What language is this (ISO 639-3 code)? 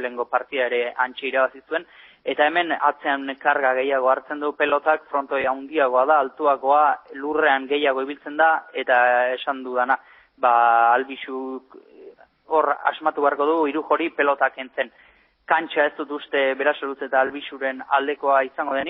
eus